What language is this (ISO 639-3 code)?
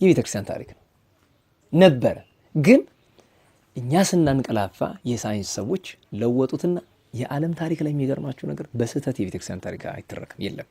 amh